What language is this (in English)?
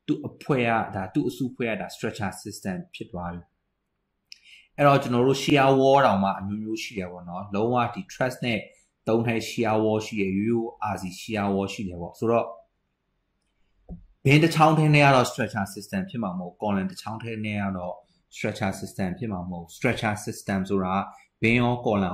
Burmese